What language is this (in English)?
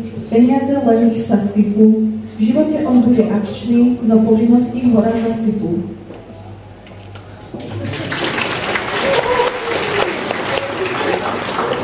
Slovak